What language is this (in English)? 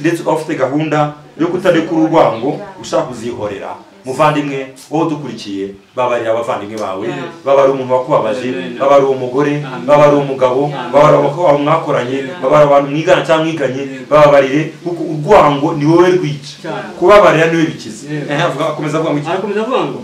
Kinyarwanda